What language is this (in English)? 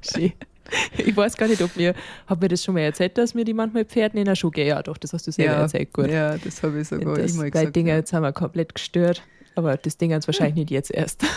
Bavarian